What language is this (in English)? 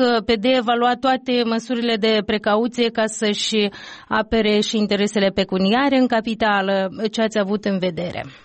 Romanian